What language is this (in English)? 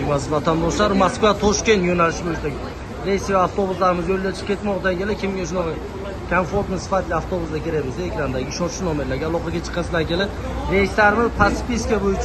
Uzbek